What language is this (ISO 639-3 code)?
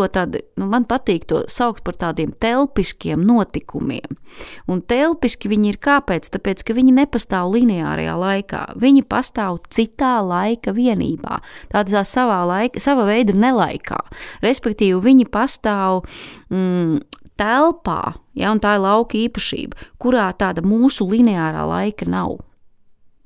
lav